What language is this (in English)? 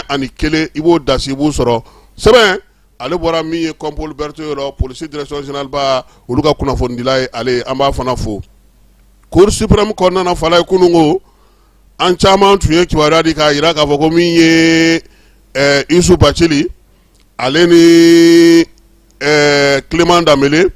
Bambara